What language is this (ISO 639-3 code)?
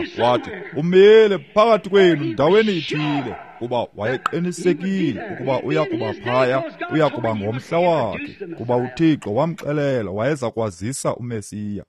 xho